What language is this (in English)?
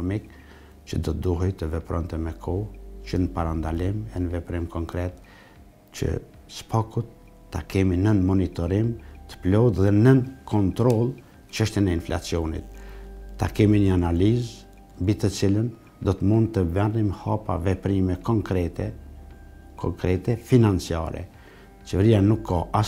Albanian